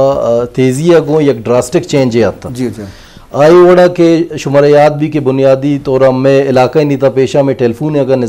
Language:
Eastern Balochi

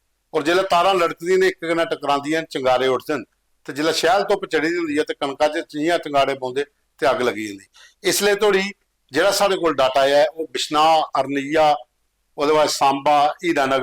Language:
Dogri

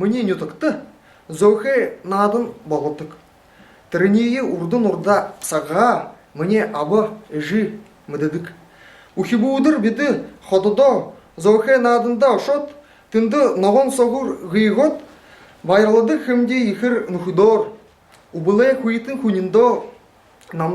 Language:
Buriat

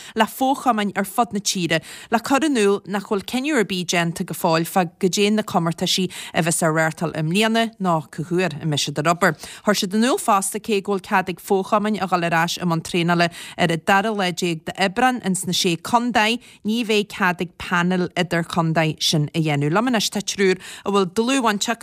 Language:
Irish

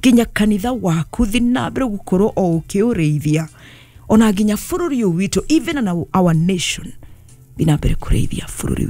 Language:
Kikuyu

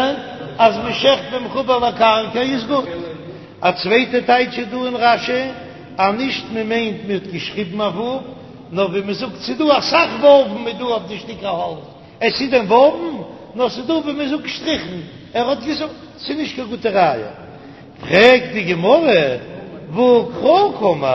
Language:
Yiddish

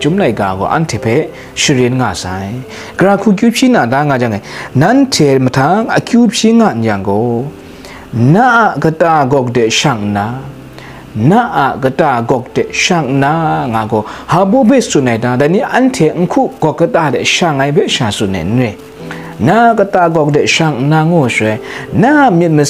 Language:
Kachin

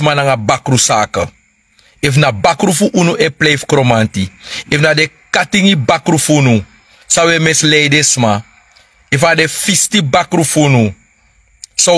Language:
Sranan Tongo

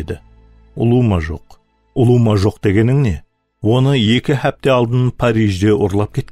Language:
Kara-Kalpak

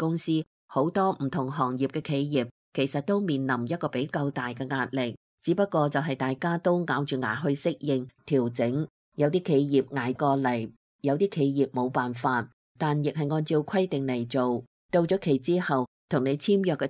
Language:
Cantonese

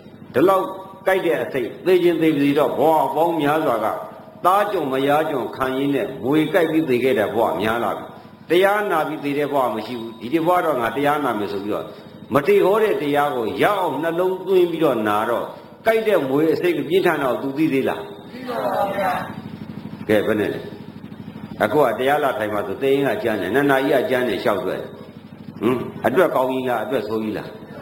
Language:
Burmese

